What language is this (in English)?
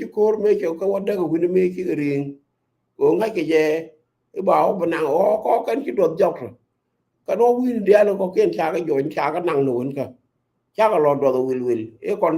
Nuer